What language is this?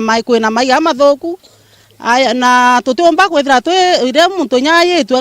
Meru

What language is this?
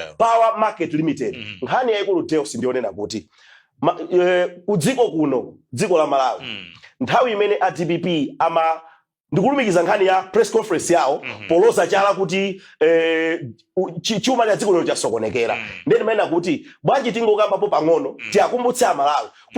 Nyanja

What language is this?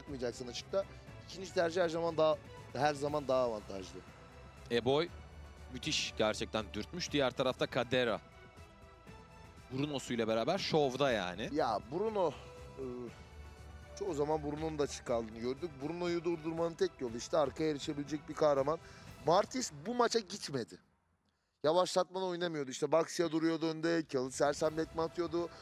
Turkish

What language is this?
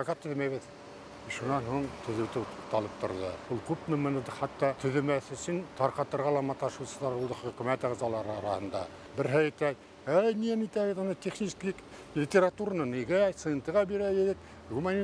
Bashkir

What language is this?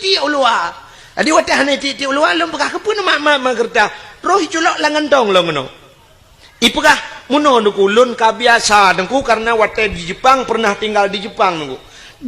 Achinese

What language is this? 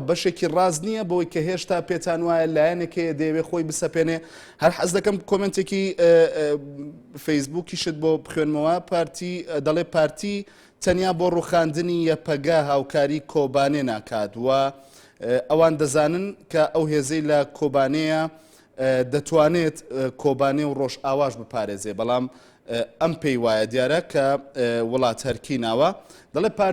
Central Kurdish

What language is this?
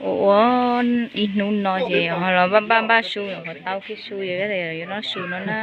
Hmong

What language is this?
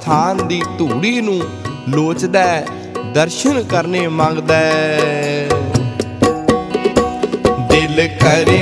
Punjabi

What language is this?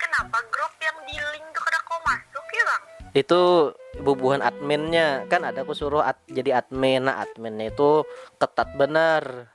Banjar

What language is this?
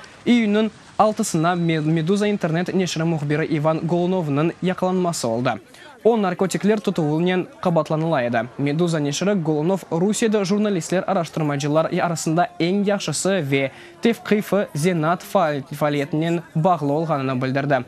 Crimean Tatar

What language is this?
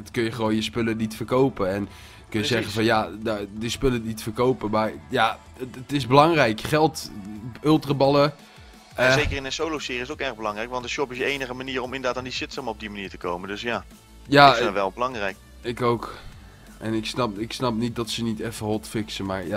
Dutch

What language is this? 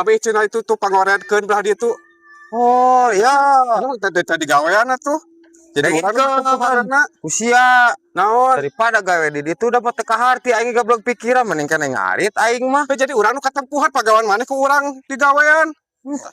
Sundanese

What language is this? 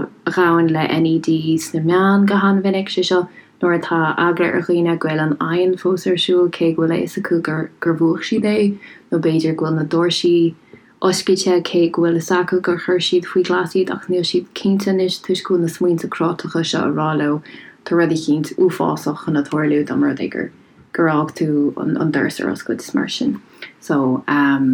Irish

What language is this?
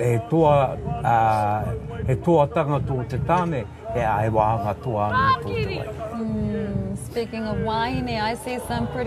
Māori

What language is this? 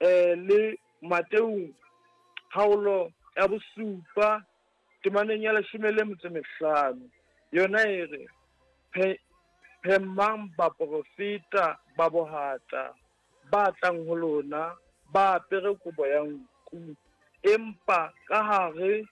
Southern Sotho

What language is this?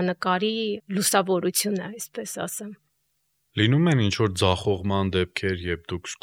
Armenian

